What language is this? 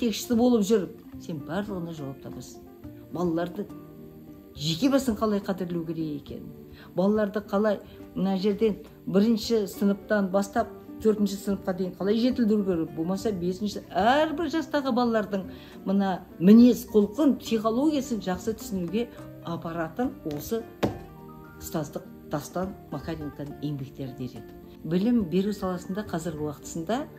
Kazakh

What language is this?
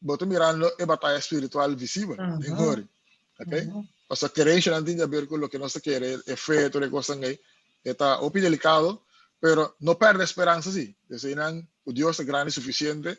Papiamento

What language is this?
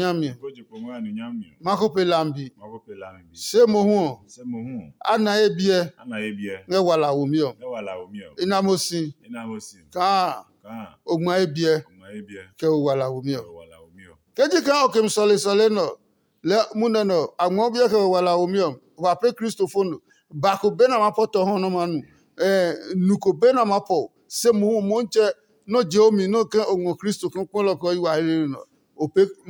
Adangme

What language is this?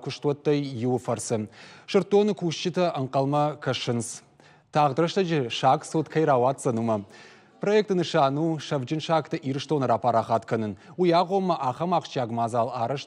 Ossetic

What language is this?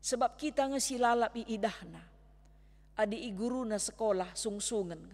Batak Karo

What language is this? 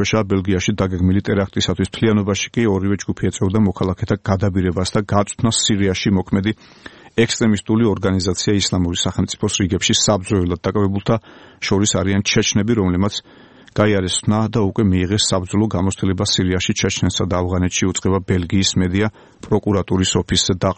Georgian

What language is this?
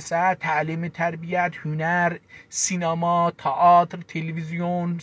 South Azerbaijani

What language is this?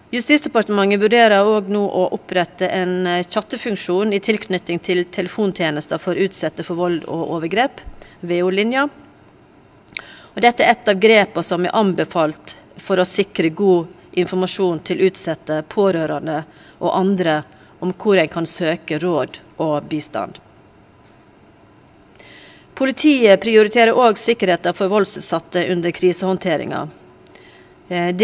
Norwegian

